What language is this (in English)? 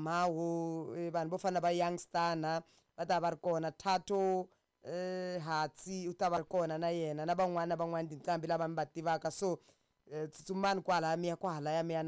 Tsonga